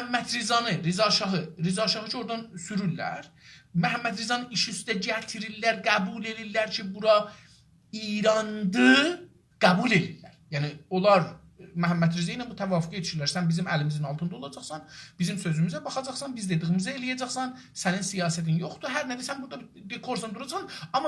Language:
South Azerbaijani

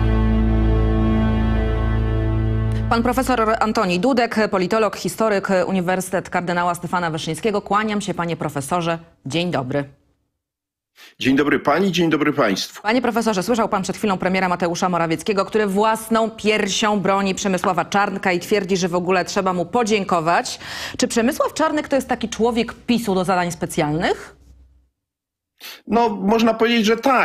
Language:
Polish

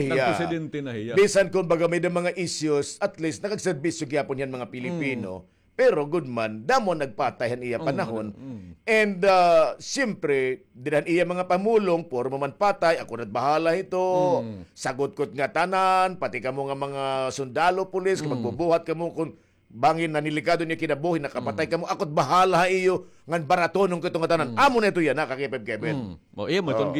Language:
Waray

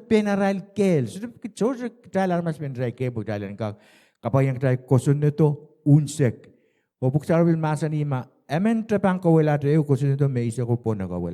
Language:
Pohnpeian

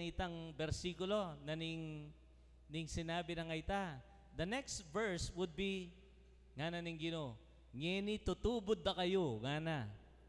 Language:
Pampanga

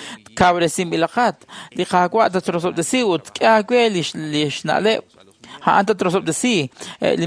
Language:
Kekchí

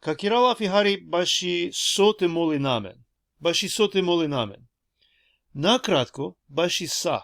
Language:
Balkan Romani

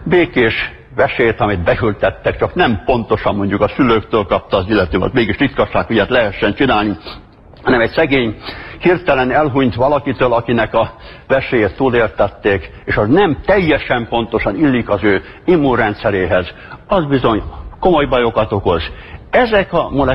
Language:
Hungarian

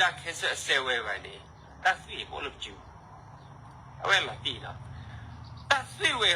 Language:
S'gaw Karen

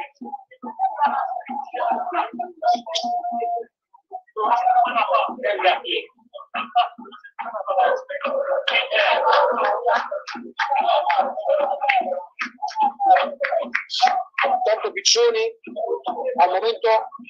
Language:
Italian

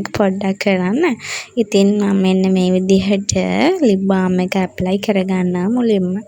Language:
Sinhala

